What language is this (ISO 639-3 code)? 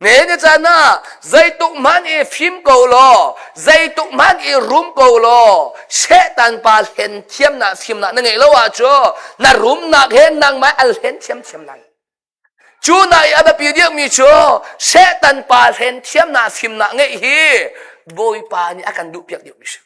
cnh